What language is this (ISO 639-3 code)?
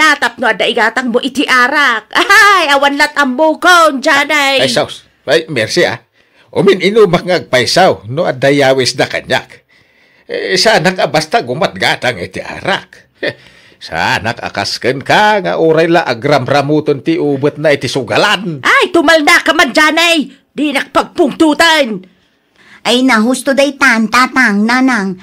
ilo